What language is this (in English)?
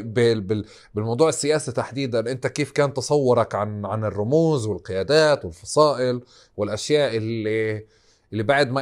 North Levantine Arabic